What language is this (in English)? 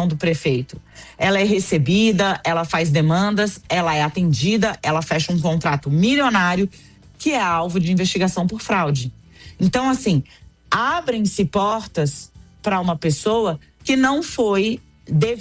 Portuguese